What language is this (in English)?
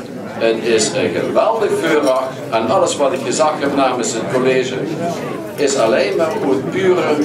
Limburgish